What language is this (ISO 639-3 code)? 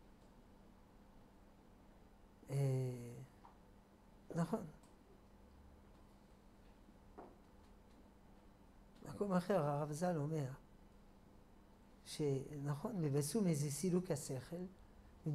heb